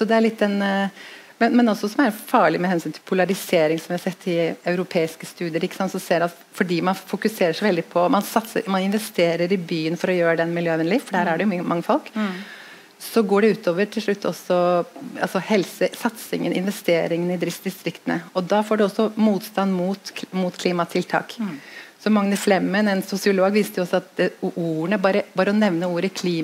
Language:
Norwegian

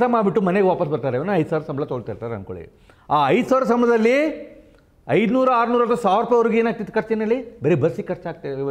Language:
Kannada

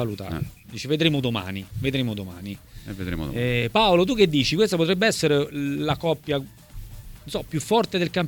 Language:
Italian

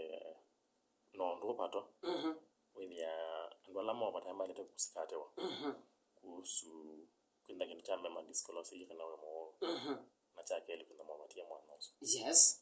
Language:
Kamba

